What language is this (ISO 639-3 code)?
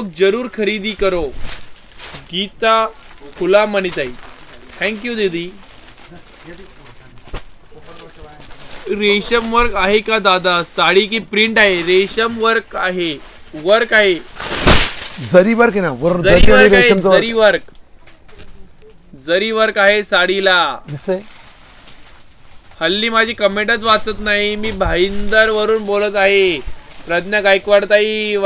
mar